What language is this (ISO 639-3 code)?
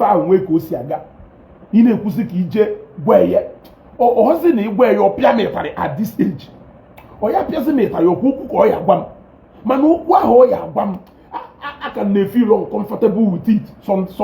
ibo